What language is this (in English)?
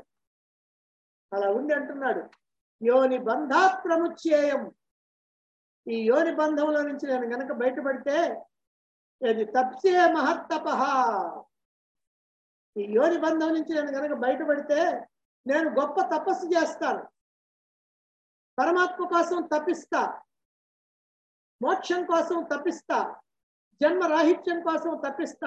Telugu